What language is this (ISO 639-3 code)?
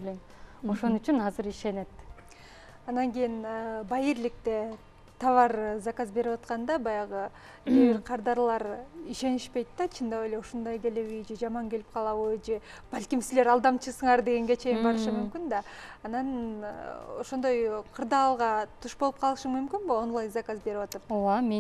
kir